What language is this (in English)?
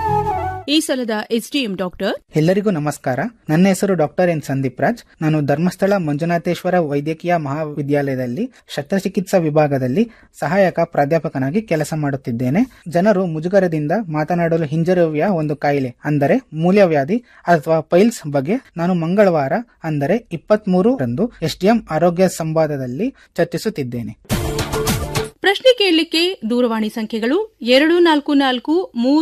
Kannada